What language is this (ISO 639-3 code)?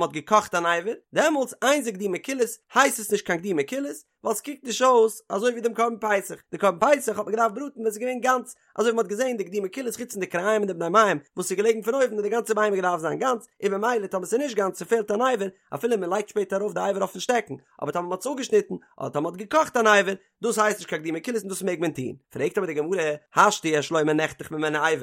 yid